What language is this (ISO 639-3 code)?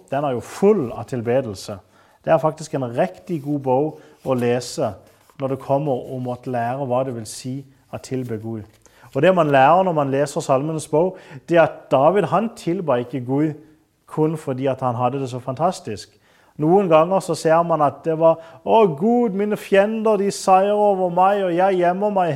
nor